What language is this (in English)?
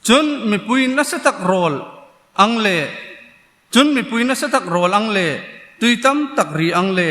Hmar